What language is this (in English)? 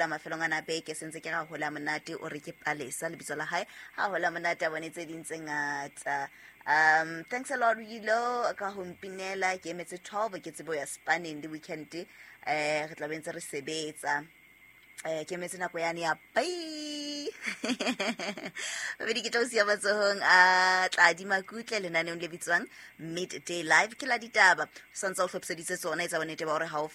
Southern Sotho